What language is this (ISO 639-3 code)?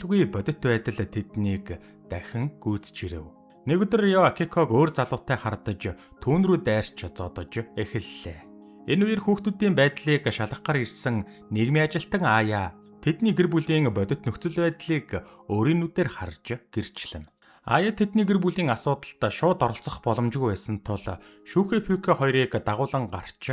mon